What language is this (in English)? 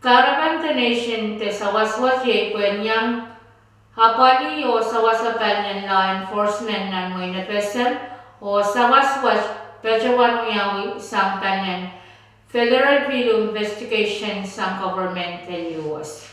Pohnpeian